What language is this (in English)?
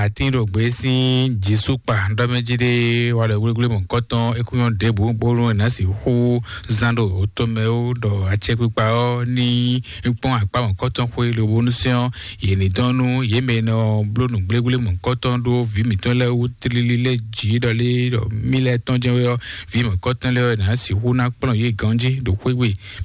Fon